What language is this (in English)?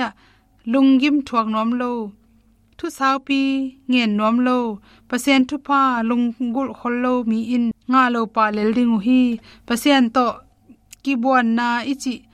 Tedim Chin